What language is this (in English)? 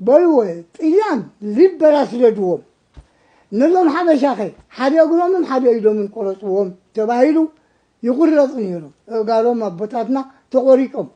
Tigrinya